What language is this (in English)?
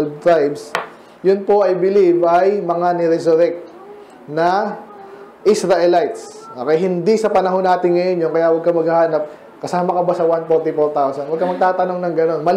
Filipino